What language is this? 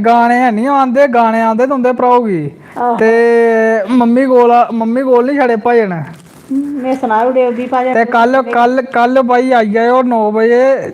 Dogri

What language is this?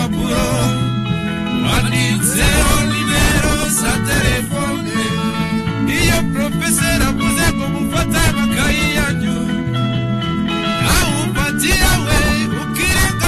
Kinyarwanda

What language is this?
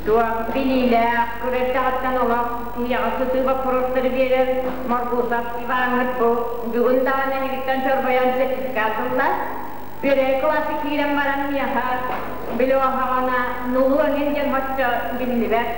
Yakut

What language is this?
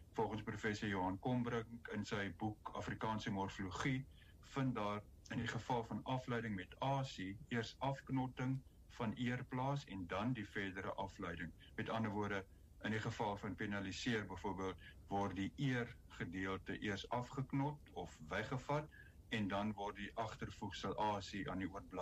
Afrikaans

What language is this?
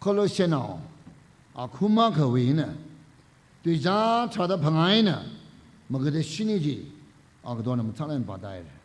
Tangkhul Naga (India)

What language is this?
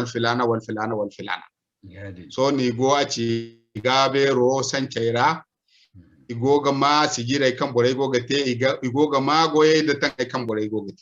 Zarma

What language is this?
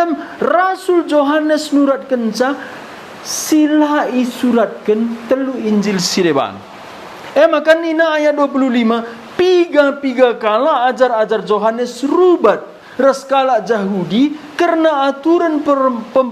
Batak Karo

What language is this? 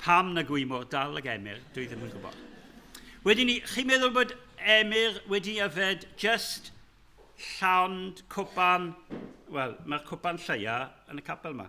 Welsh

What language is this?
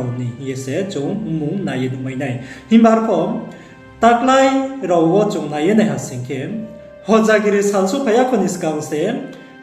Riang (India)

